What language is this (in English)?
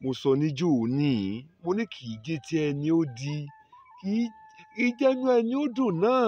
Yoruba